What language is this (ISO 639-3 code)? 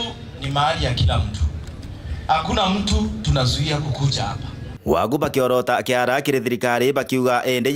mer